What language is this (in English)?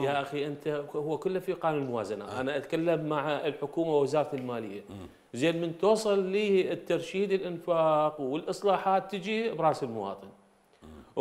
Mesopotamian Arabic